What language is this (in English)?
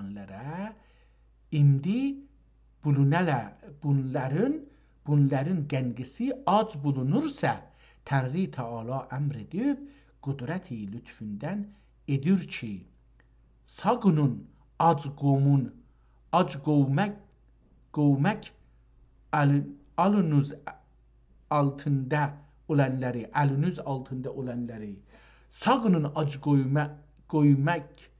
South Azerbaijani